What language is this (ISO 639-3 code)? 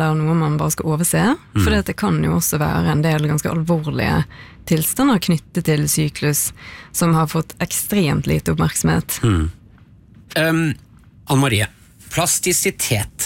nor